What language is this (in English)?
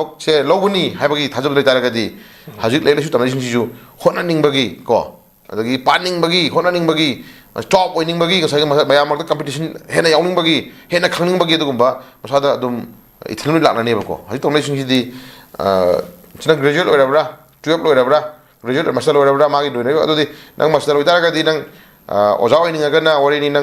Manipuri